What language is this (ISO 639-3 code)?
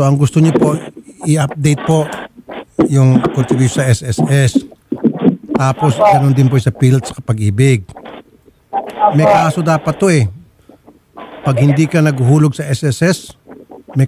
fil